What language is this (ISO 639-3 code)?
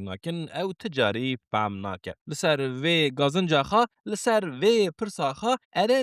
kur